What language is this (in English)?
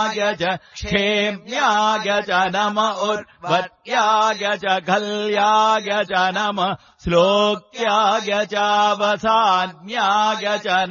Sanskrit